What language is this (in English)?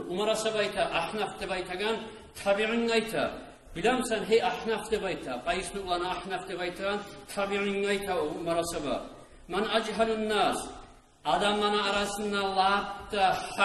Kumyk